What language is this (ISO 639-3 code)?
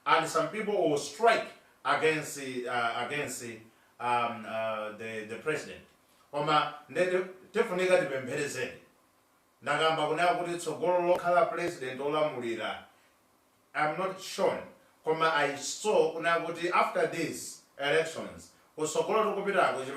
nya